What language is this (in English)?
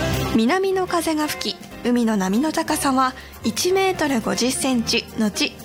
Japanese